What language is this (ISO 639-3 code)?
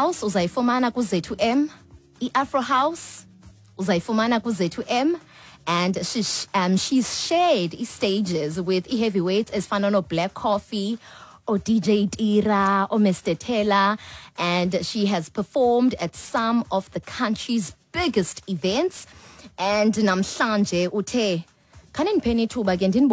xho